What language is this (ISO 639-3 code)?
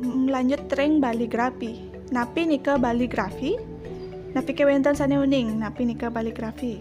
ban